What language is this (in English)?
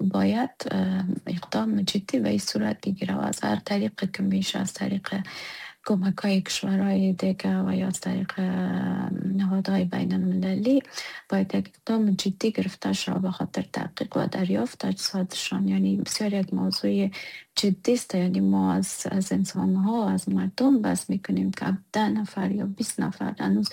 Persian